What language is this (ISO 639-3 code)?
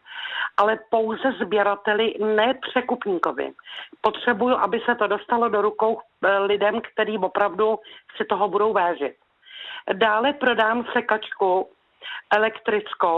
ces